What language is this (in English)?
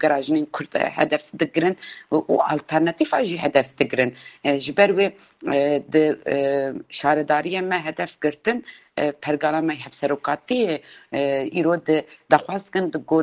Kurdish